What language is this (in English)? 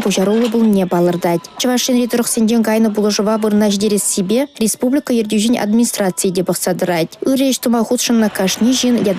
Chuvash